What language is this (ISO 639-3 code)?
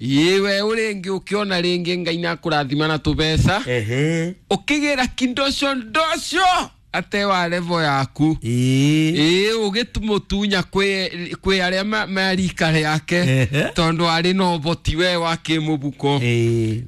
kik